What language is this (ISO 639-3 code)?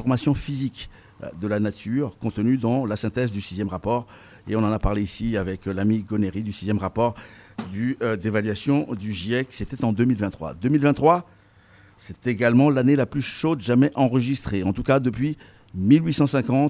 fra